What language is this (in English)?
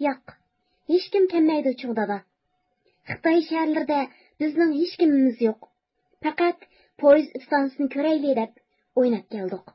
Uyghur